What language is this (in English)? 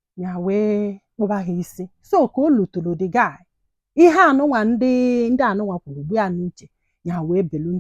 Igbo